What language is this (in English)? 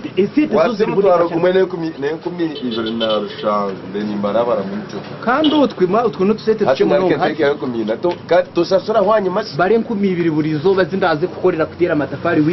Nyankole